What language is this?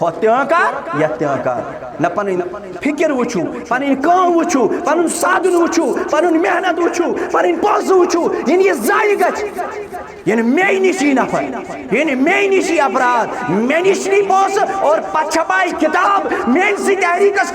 Kashmiri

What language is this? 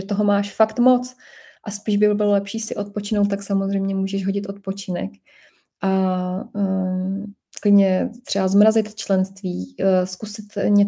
Czech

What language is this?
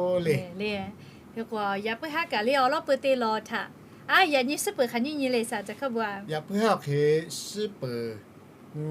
Lahu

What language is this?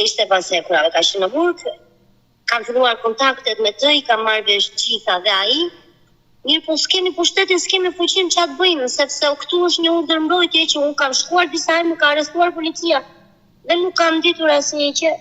Albanian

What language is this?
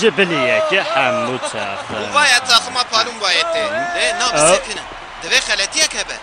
Kurdish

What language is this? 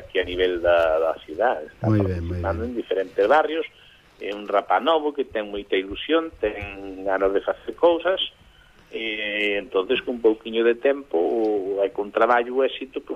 Galician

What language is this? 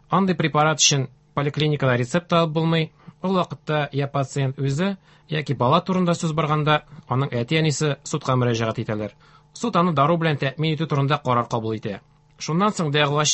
Tatar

